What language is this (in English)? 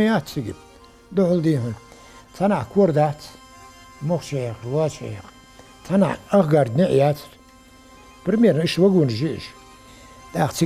Ingush